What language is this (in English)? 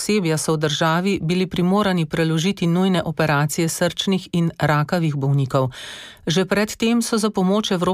Slovenian